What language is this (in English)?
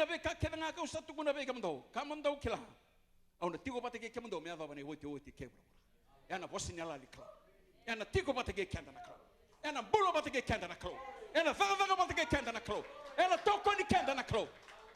Fijian